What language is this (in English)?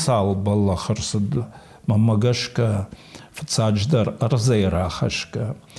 Ossetic